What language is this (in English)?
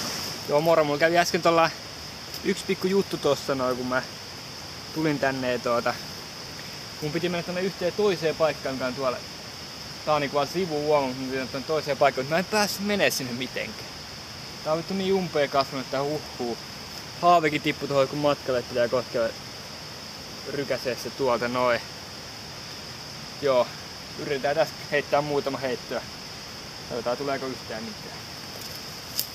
Finnish